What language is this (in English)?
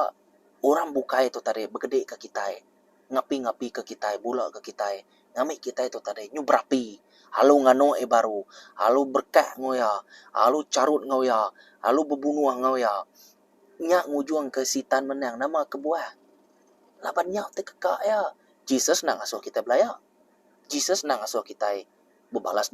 Iban